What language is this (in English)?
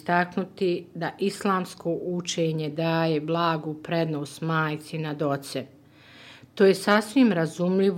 Bosnian